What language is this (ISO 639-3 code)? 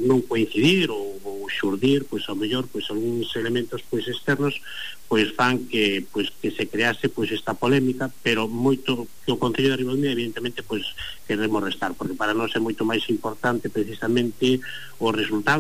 glg